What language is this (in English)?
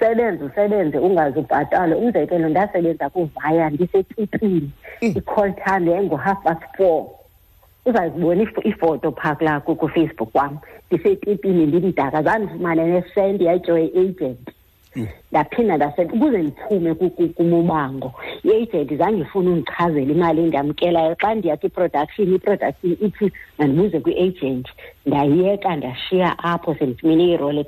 Xhosa